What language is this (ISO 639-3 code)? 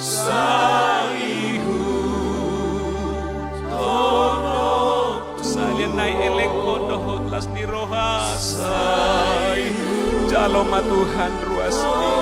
bbc